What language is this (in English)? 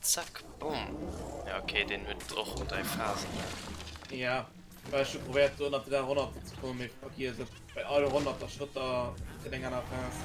Luxembourgish